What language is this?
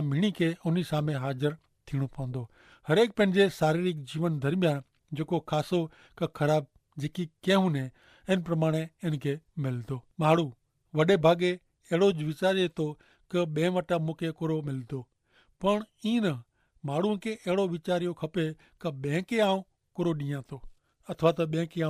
Kachhi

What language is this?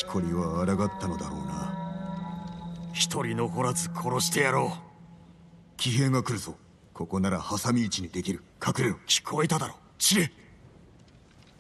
Japanese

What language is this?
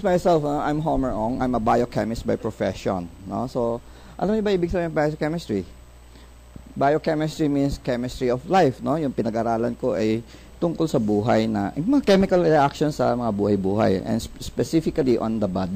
Filipino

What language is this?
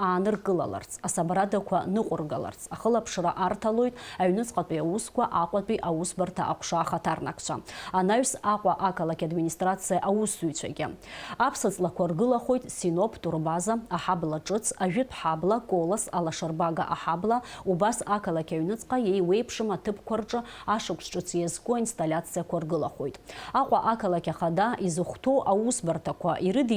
Abkhazian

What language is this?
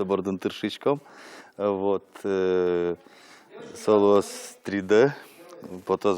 Udmurt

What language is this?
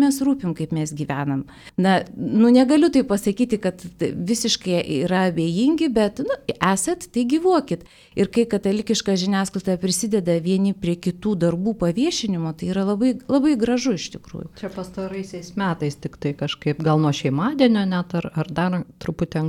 Lithuanian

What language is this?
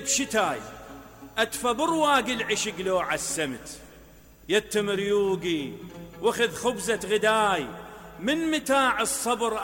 Mesopotamian Arabic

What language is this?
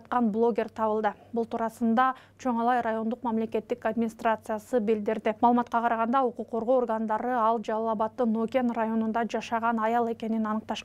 Kyrgyz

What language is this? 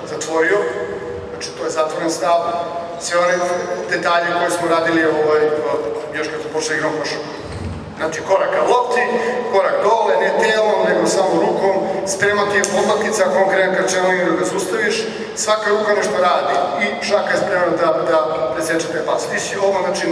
Serbian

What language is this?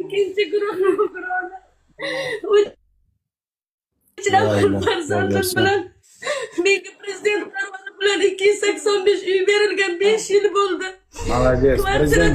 Uzbek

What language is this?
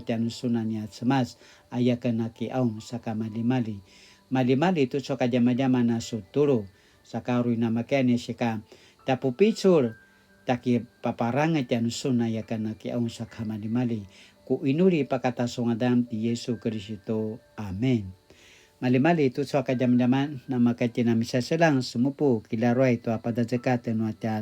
Paiwan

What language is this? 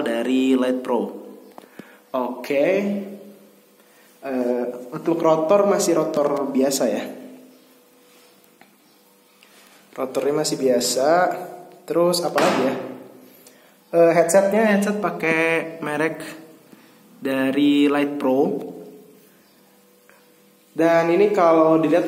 Indonesian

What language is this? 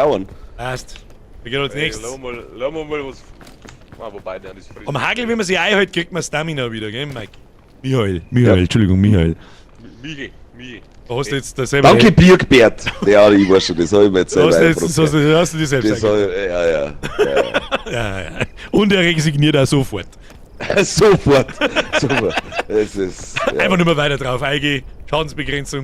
Bavarian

